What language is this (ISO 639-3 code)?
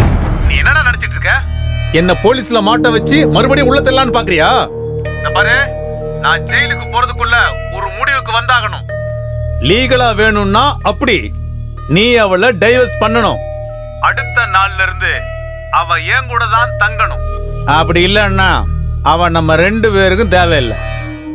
tam